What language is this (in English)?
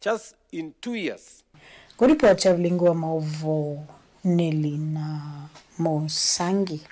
Kamba